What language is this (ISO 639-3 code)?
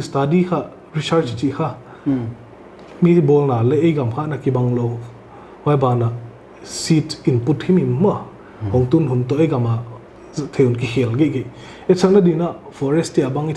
pck